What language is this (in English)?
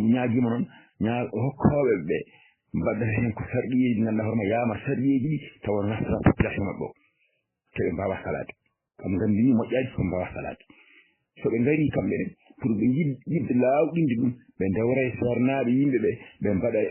Fula